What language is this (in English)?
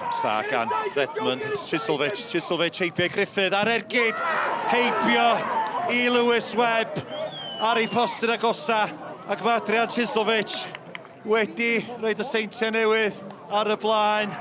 Welsh